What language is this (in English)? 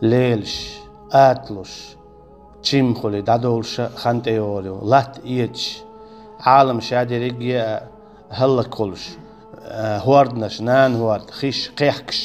Chechen